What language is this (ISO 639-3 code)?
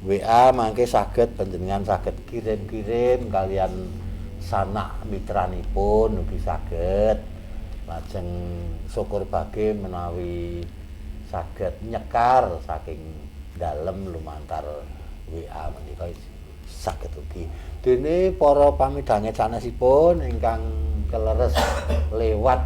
jav